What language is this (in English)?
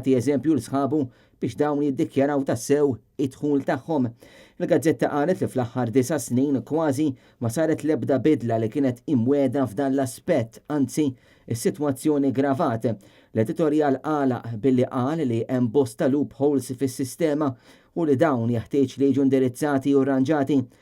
Maltese